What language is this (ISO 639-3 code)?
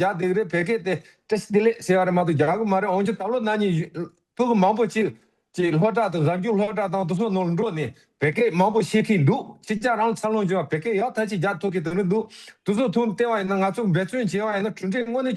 bod